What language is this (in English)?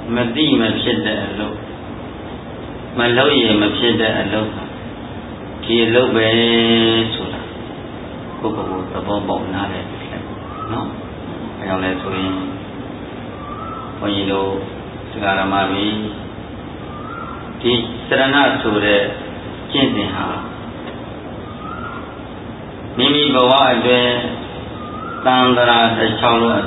Burmese